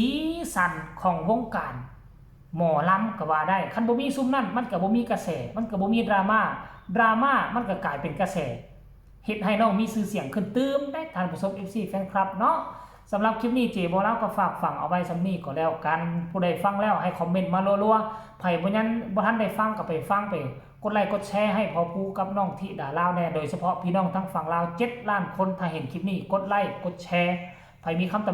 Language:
Northeastern Thai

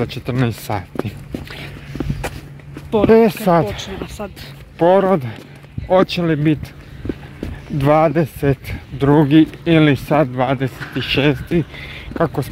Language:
Croatian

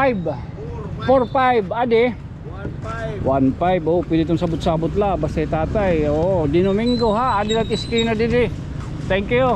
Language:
Waray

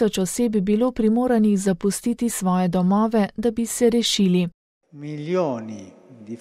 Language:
Slovenian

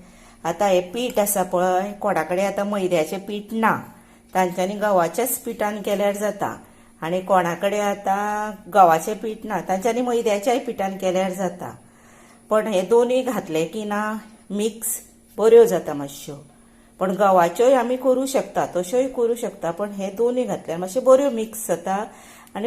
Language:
Konkani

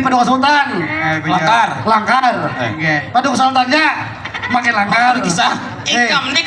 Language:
Banjar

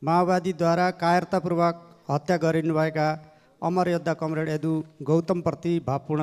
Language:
Nepali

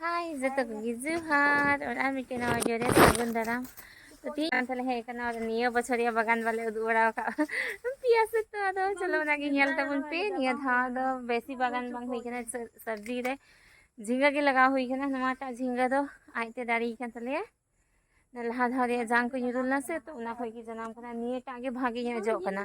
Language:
Santali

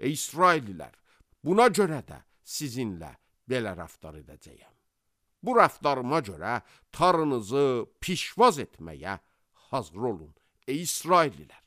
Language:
Azerbaijani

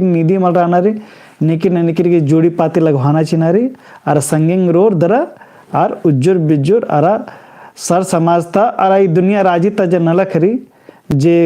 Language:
Kurukh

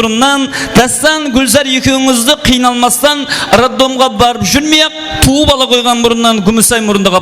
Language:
Kara-Kalpak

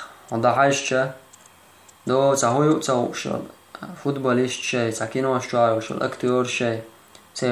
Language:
Chechen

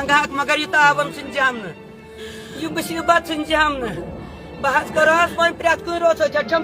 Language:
Kashmiri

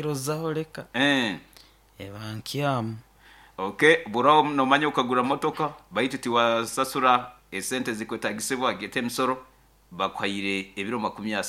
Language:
Nyoro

